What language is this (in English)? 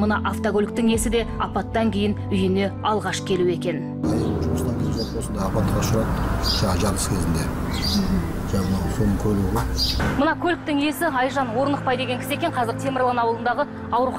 Kazakh